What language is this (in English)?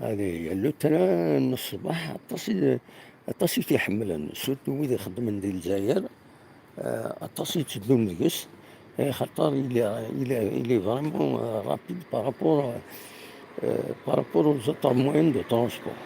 Kabyle